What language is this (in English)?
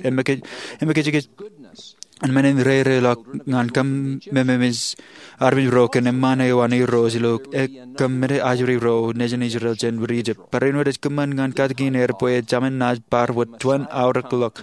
Marshallese